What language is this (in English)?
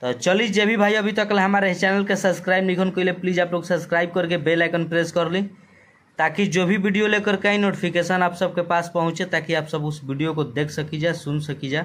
Bhojpuri